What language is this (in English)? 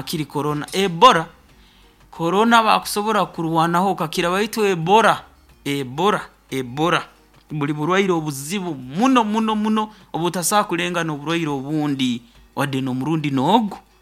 Nyoro